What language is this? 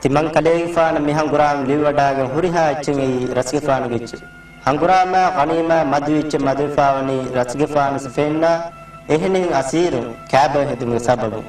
Divehi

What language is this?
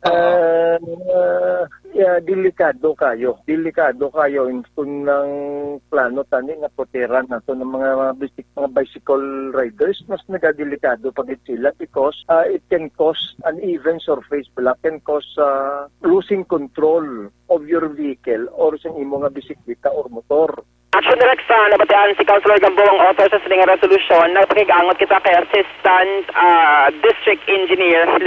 Hiligaynon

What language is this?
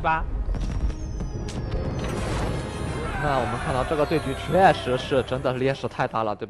Chinese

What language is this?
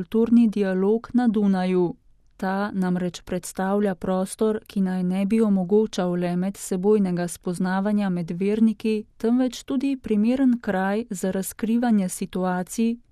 Slovenian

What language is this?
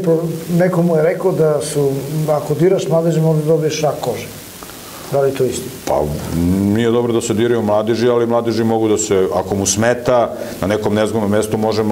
Serbian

